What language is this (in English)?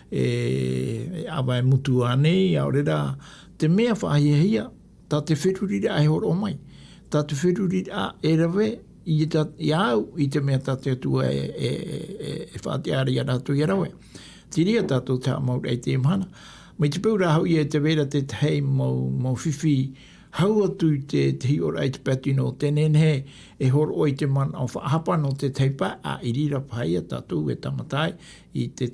Tahitian